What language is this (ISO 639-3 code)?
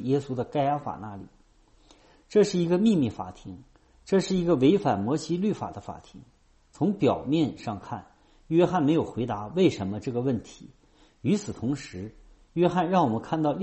zho